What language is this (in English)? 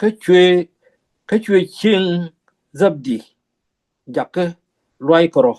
Nuer